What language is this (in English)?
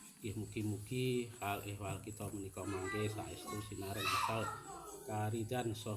Javanese